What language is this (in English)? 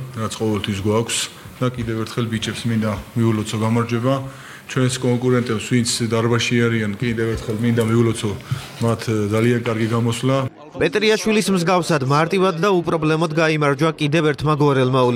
Georgian